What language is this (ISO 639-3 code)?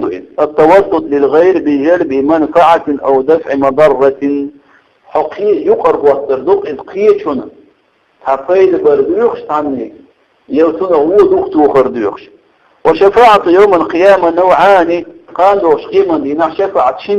che